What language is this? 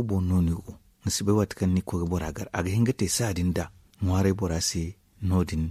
Zarma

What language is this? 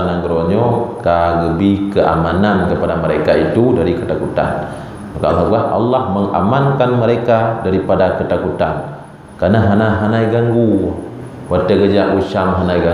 Achinese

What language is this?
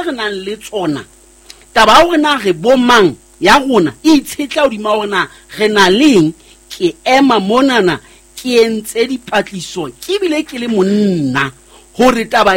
Southern Sotho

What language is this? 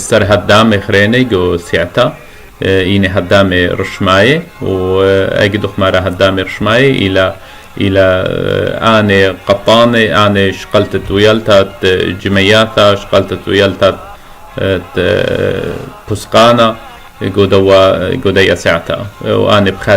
Assyrian Neo-Aramaic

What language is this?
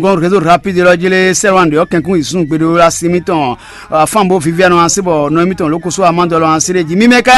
Fon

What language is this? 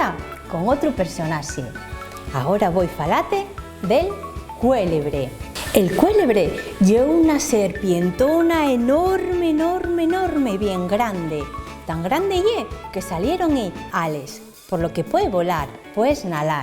Asturian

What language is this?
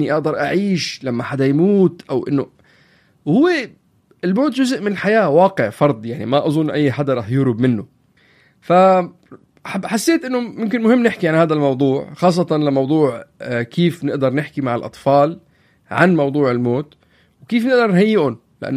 North Levantine Arabic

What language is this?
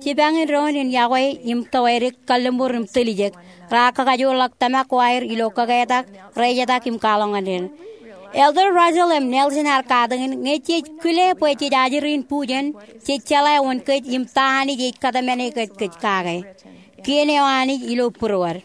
Marshallese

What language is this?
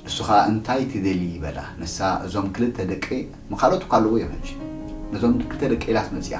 Tigrinya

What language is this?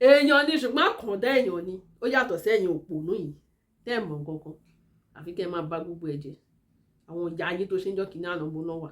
Yoruba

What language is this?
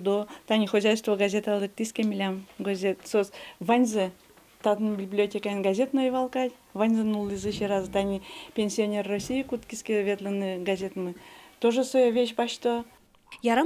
Udmurt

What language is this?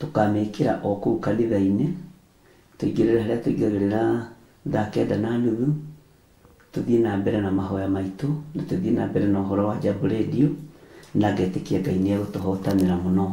Kikuyu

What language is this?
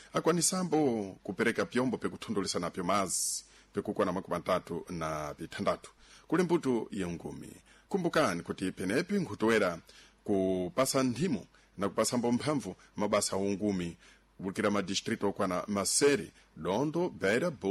Sena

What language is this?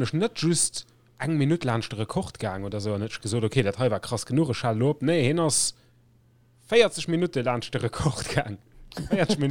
Luxembourgish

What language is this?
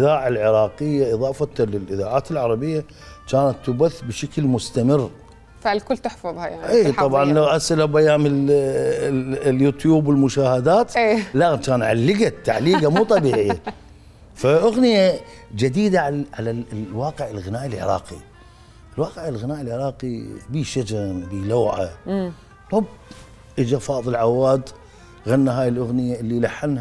Mesopotamian Arabic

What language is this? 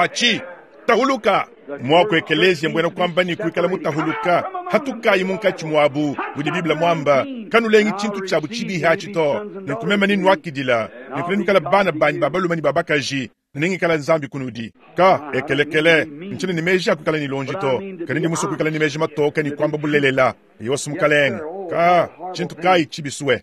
Luba-Lulua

